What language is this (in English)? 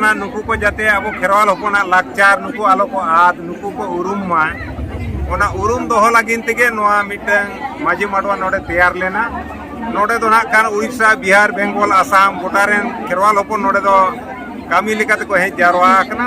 Santali